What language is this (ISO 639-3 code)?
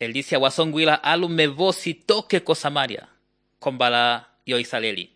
umb